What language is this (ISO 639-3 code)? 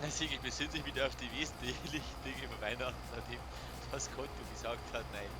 bar